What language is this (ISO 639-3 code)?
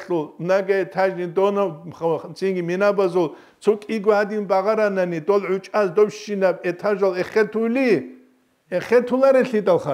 ava